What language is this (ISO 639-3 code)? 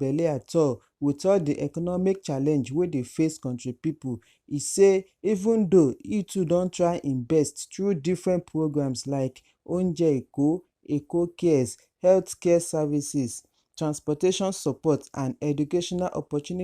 pcm